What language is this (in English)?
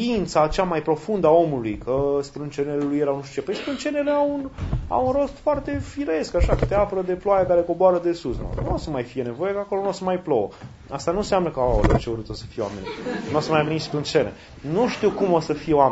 Romanian